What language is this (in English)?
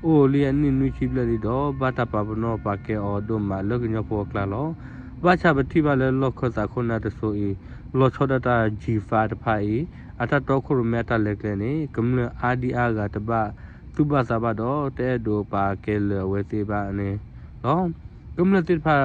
S'gaw Karen